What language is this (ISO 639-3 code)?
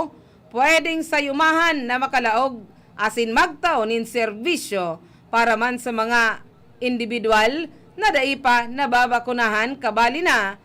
bik